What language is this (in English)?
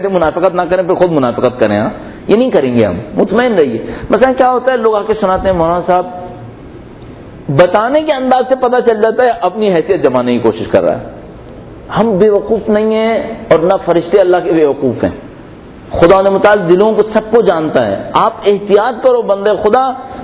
Urdu